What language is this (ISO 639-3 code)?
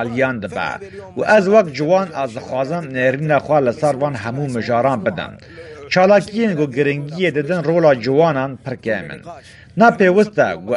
kur